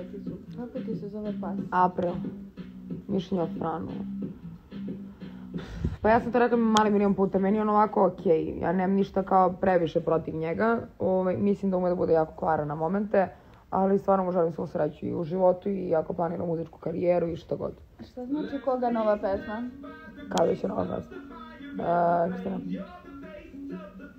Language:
Serbian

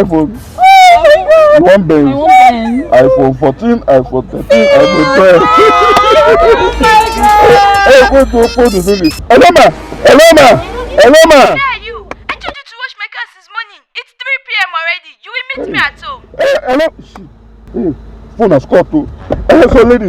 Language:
Nigerian Pidgin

